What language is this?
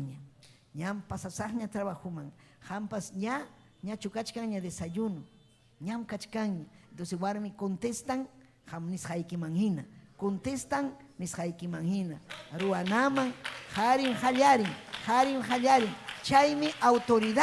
Ayacucho Quechua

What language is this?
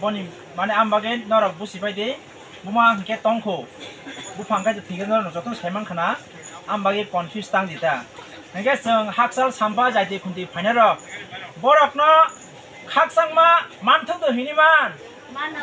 Kok Borok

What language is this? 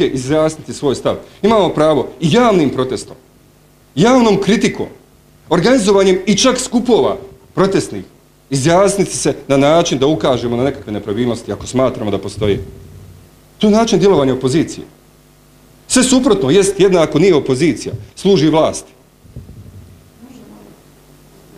Bosnian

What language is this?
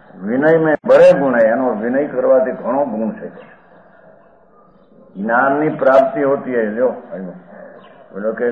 Gujarati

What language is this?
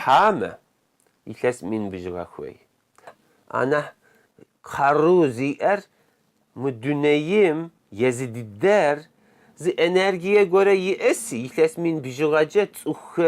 Kabardian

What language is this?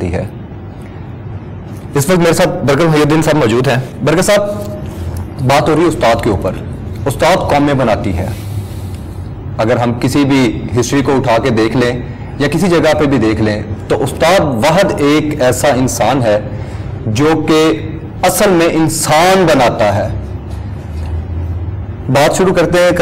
Urdu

